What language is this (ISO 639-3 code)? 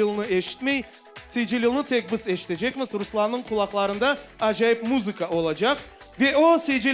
crh